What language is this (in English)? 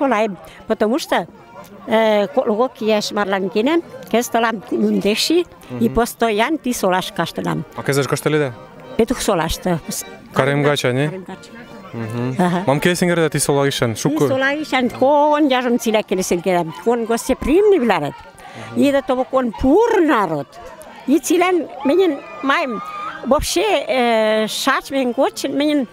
Western Mari